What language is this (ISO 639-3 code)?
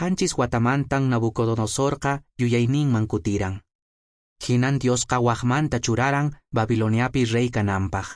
que